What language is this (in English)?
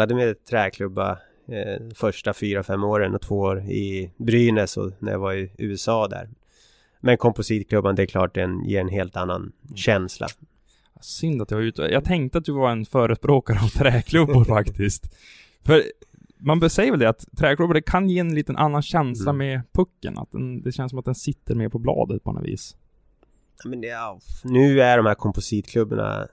Swedish